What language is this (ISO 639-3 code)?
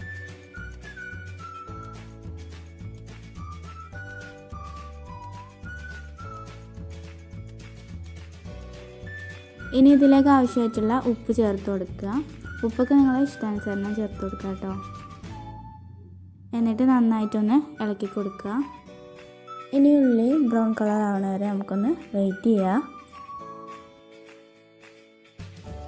mal